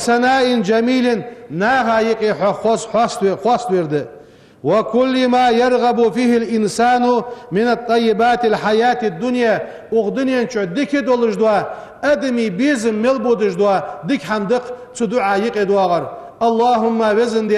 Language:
Ingush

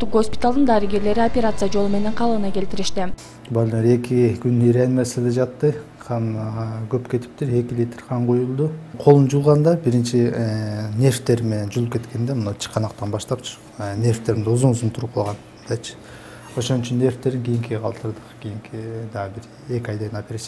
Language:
Kyrgyz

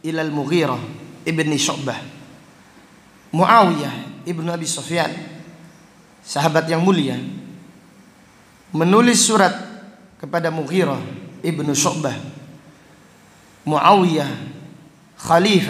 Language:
Indonesian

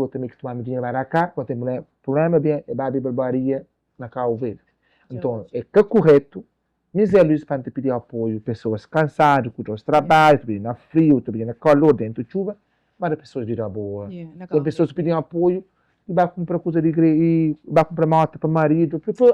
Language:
Kabuverdianu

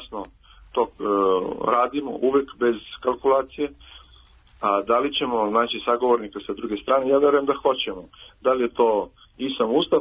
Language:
Serbian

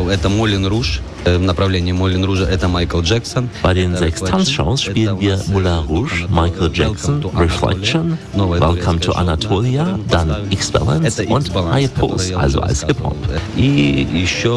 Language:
German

